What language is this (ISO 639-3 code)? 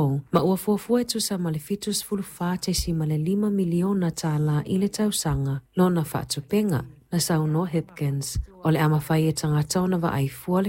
smo